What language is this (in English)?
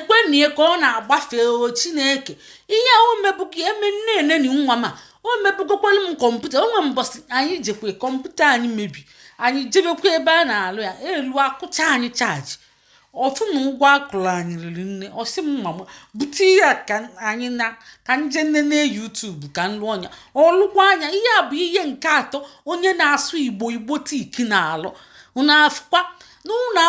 Igbo